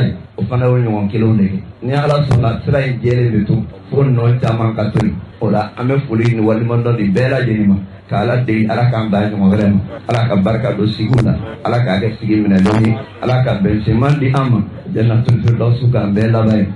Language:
Bambara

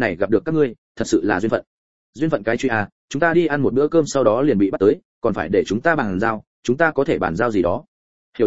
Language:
Vietnamese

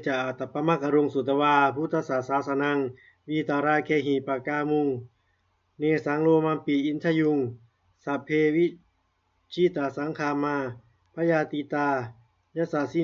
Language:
Pali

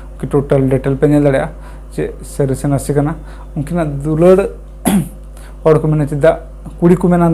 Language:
Santali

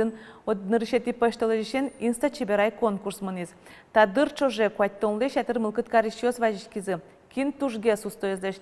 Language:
Udmurt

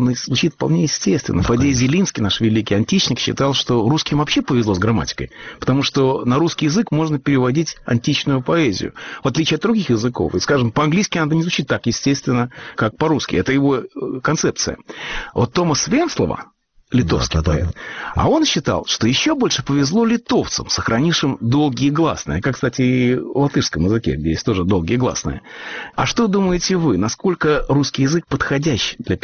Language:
Russian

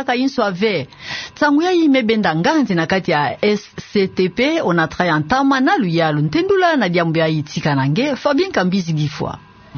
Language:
Kituba (Democratic Republic of Congo)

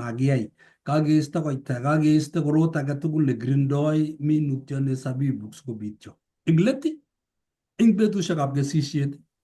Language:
Kalenjin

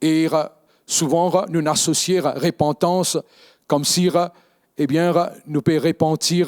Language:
Morisyen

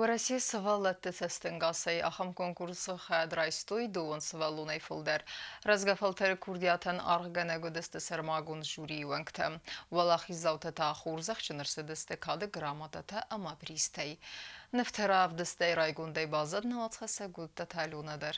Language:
Ossetic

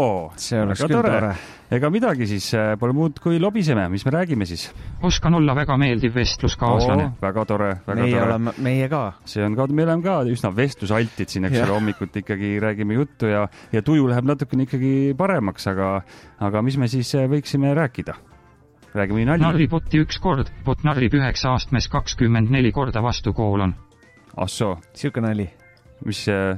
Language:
Estonian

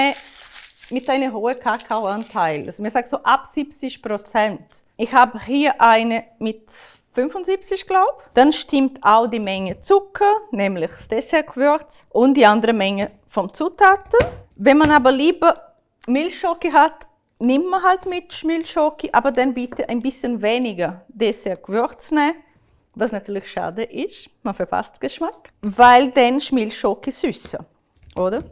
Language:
Swiss German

